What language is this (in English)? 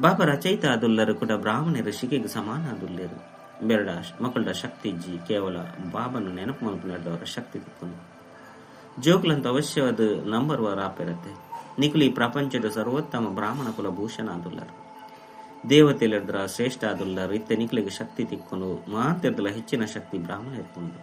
Tulu